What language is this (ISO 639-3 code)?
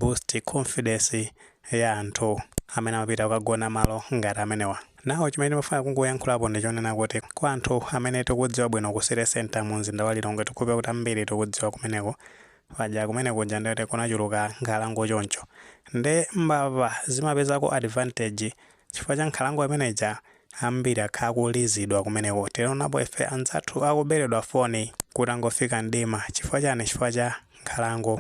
nya